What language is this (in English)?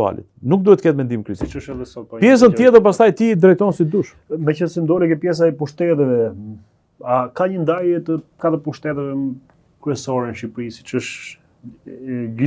Albanian